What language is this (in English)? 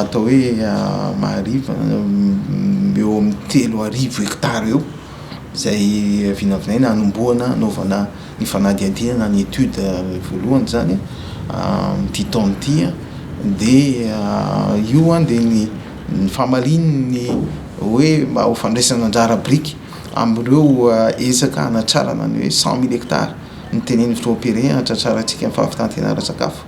Malagasy